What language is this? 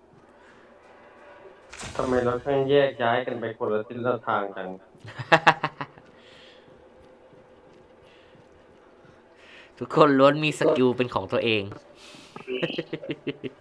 Thai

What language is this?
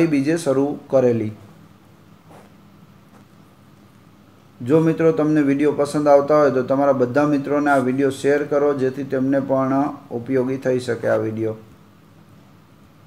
Gujarati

